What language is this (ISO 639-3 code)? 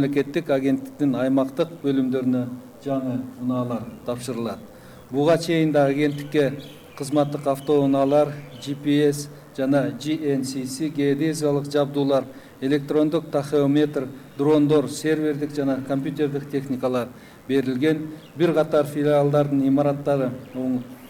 kir